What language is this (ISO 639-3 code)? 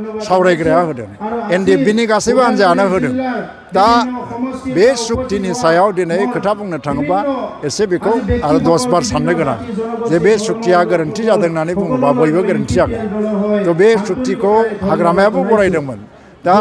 brx